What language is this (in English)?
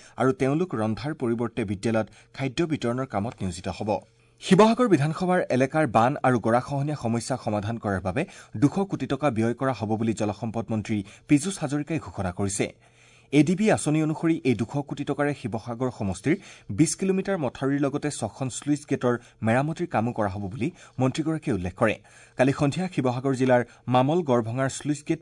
Assamese